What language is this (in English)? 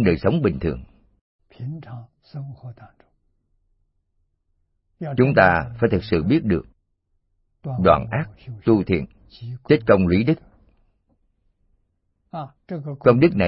Vietnamese